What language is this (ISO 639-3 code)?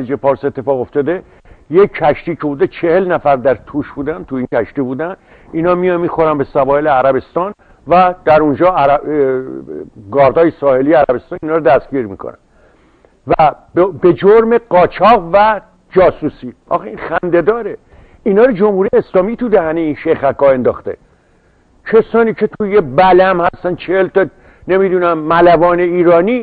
fas